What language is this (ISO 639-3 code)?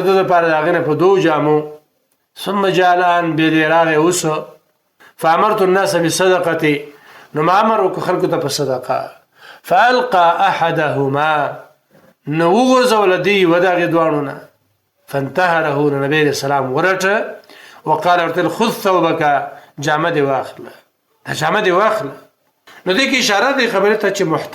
pus